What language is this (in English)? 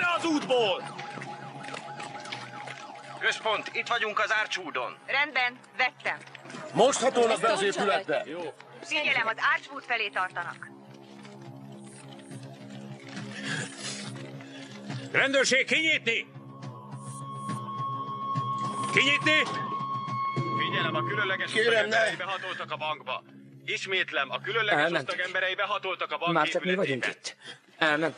Hungarian